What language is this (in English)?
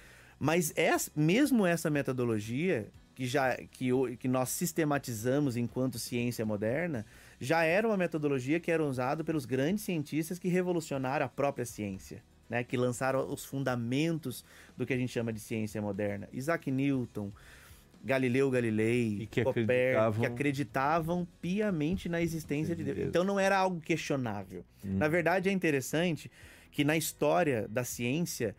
Portuguese